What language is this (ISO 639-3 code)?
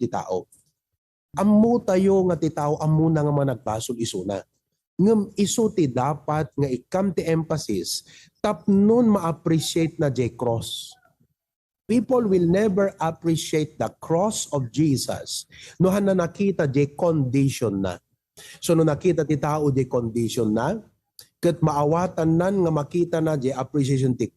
ilo